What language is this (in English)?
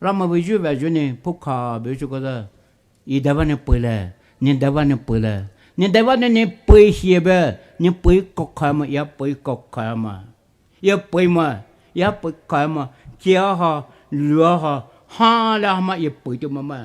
Poumei Naga